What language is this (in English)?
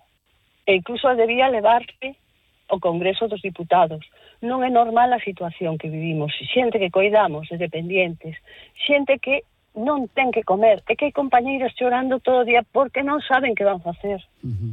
Galician